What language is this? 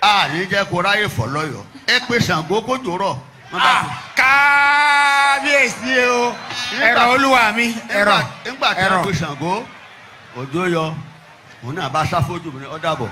Yoruba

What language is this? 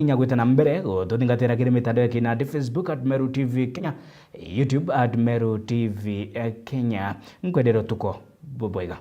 Meru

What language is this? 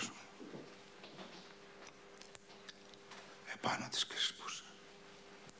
Greek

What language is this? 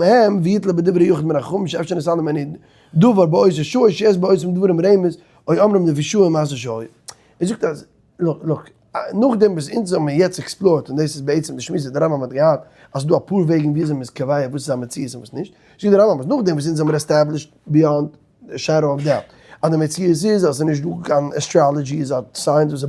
Yiddish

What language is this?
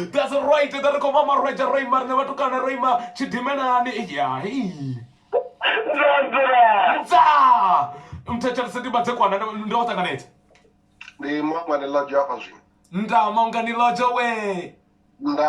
Venda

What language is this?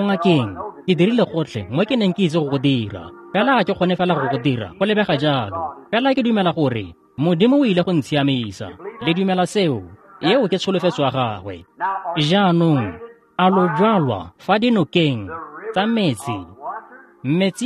Tswana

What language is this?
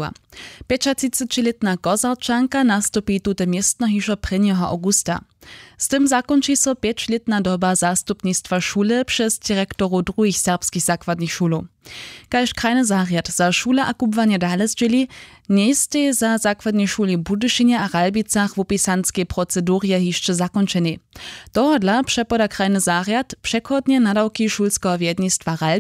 Upper Sorbian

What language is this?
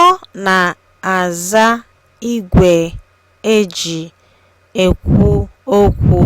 Igbo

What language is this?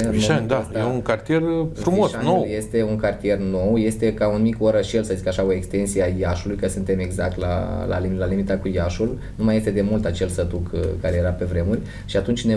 Romanian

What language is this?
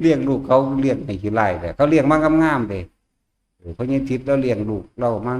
Northeastern Thai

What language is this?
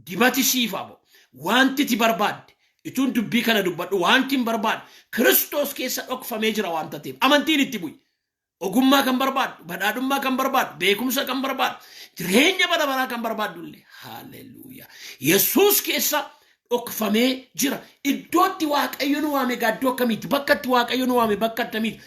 Oromo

